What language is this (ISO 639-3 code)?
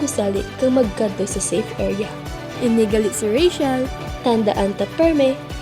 hil